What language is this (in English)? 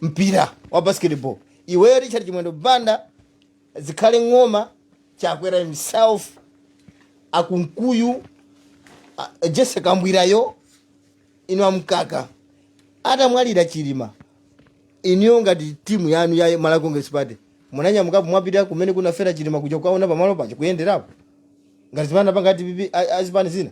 Nyanja